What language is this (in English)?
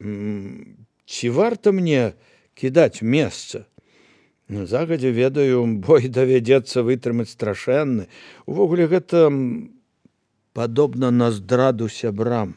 Belarusian